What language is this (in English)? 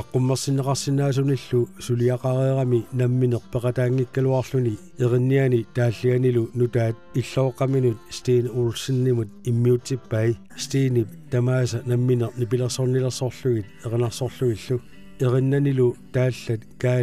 Kalaallisut